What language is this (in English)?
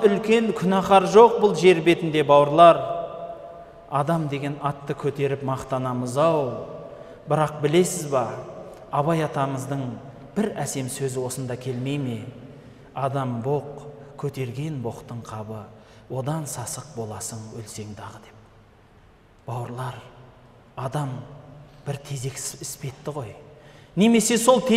Kazakh